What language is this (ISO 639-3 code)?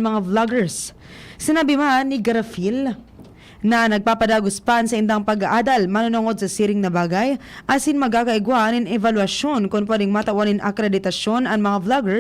bik